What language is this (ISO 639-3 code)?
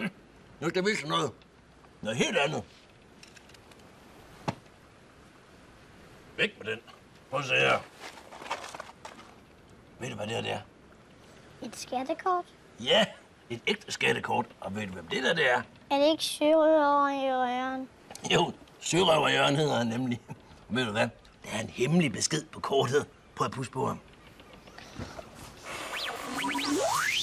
dan